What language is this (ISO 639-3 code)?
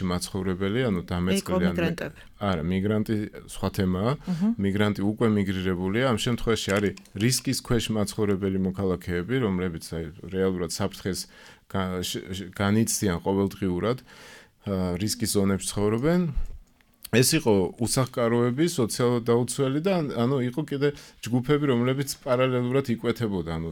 kat